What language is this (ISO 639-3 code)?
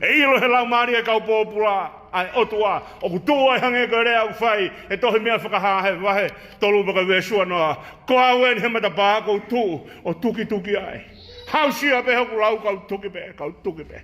ton